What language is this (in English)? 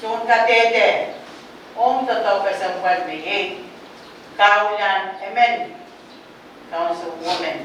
Pohnpeian